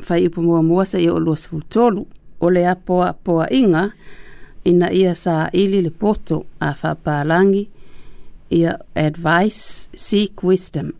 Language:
Samoan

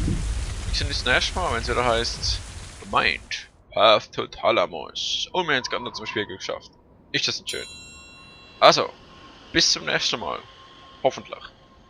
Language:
Swiss German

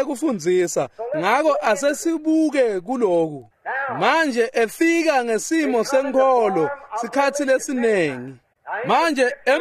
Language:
Swati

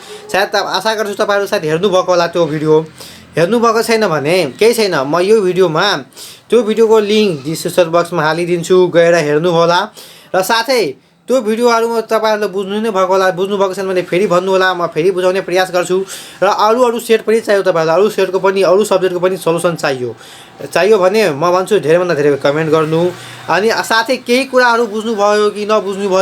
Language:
Nepali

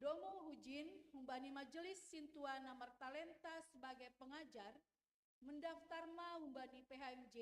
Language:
Batak Simalungun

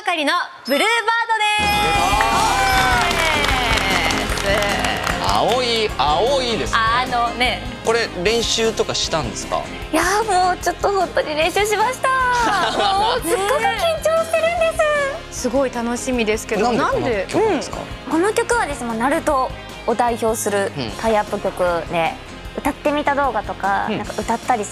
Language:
Japanese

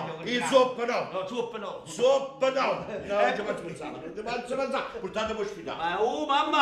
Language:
Neapolitan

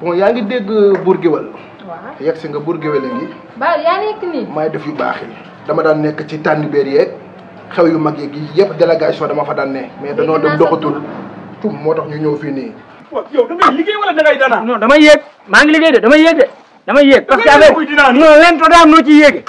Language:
Wolof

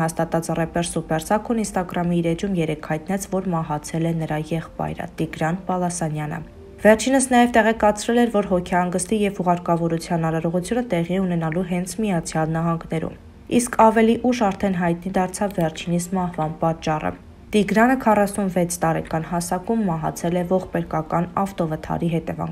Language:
Armenian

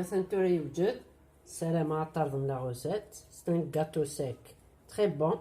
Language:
Kabyle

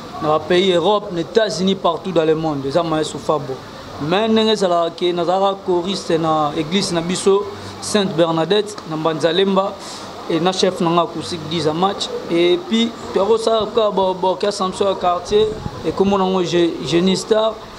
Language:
Lingala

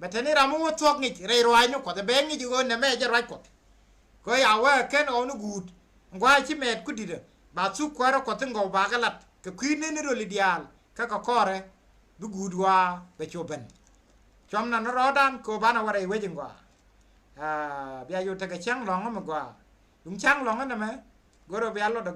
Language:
Nuer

